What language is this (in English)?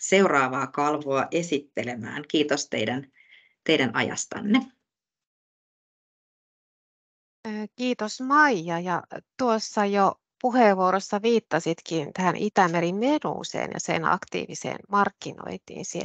Finnish